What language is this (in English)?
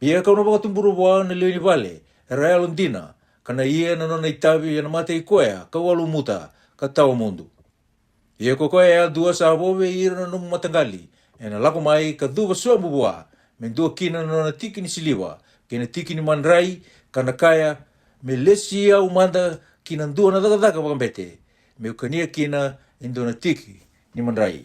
Fijian